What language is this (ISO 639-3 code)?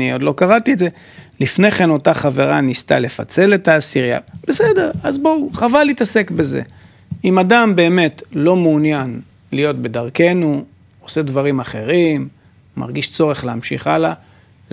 heb